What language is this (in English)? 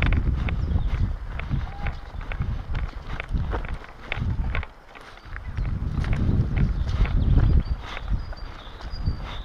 Ukrainian